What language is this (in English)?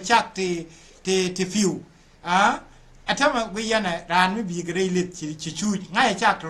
Nuer